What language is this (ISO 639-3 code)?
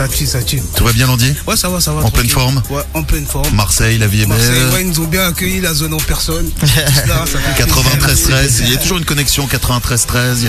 fra